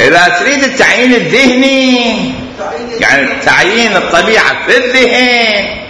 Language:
Mesopotamian Arabic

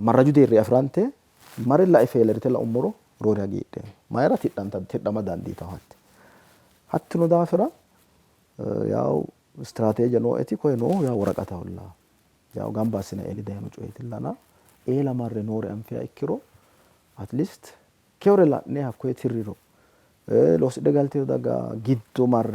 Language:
Sidamo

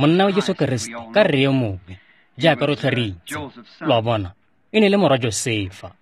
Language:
Tswana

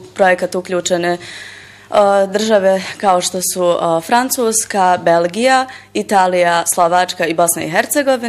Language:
Bosnian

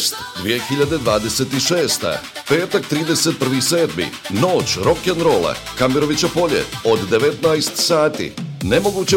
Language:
Bosnian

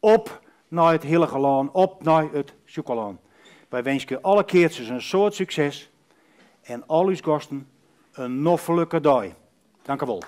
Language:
Western Frisian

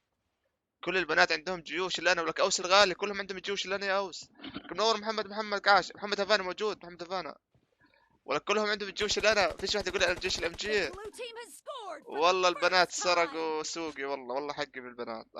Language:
North Levantine Arabic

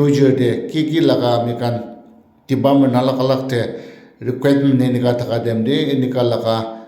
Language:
Naga Pidgin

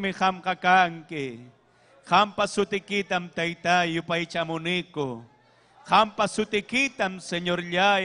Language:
Ayacucho Quechua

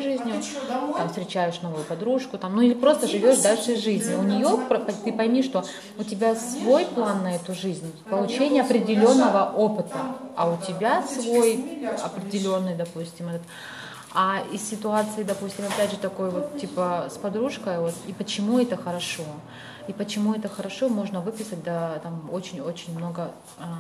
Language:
Russian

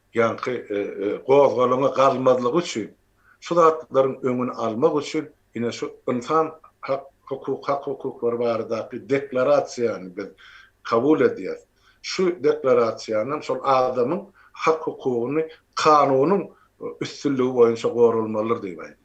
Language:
Turkmen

